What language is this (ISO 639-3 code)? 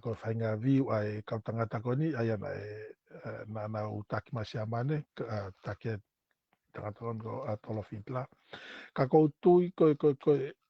ton